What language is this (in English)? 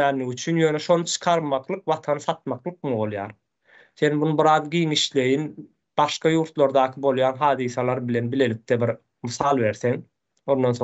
Turkmen